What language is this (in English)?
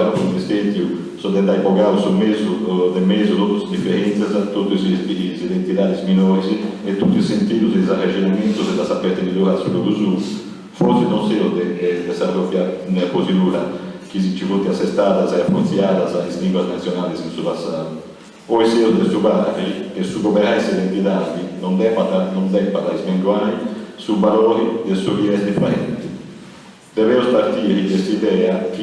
Sardinian